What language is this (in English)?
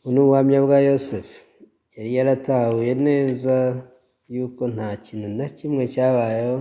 Kinyarwanda